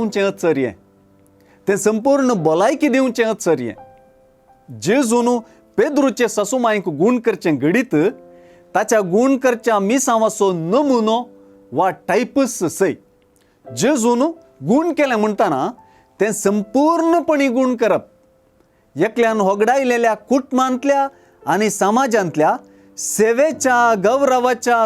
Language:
Konkani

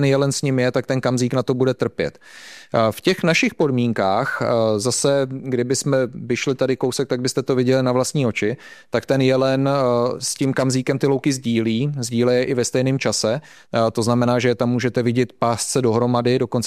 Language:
Czech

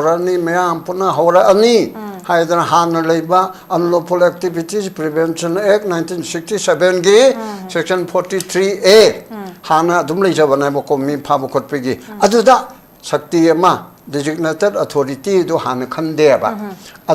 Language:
Manipuri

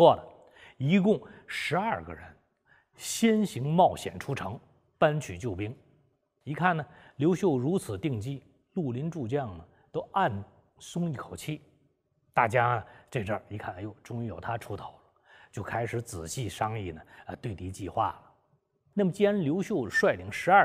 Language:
Chinese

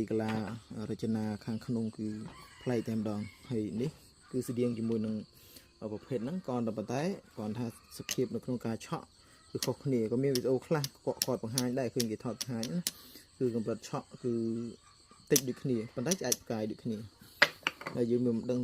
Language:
Khmer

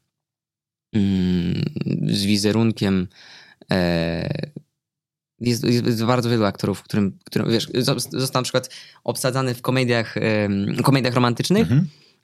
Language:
Polish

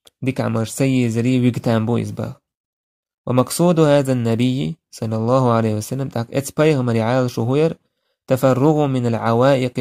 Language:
Chechen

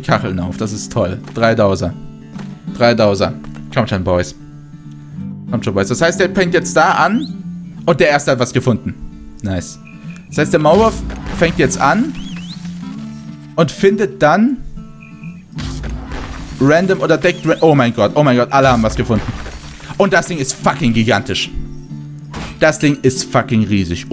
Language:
German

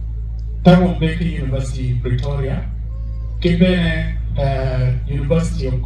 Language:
Acoli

